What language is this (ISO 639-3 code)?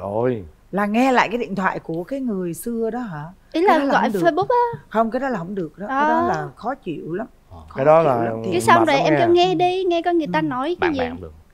vie